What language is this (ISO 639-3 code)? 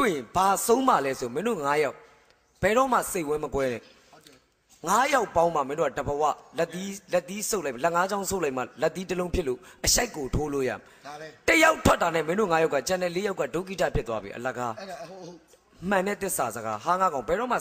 mya